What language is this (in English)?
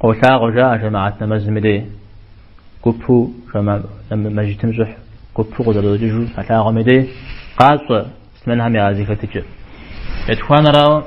Kabardian